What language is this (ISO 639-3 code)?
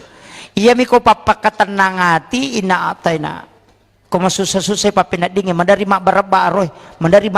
bug